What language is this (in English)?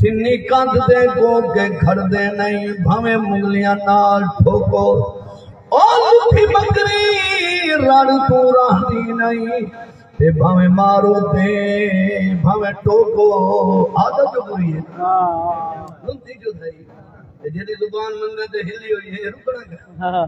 Saraiki